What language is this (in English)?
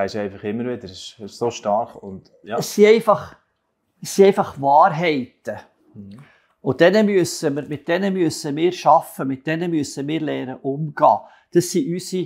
Swiss German